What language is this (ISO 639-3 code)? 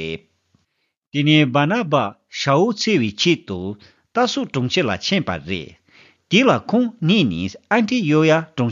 bod